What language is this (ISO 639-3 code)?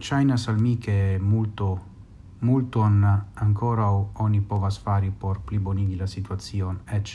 epo